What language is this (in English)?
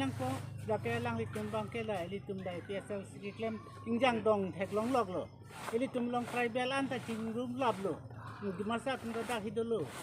Karbi